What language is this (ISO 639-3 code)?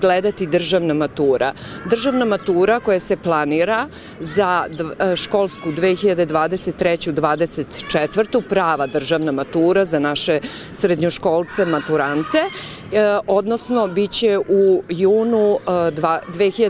srp